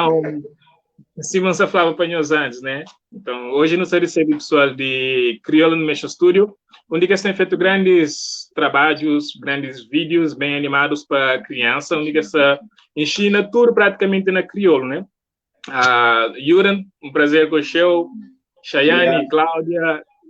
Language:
Kabuverdianu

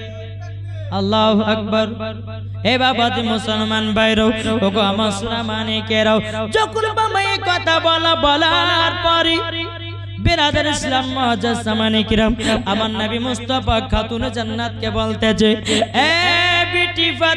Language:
Bangla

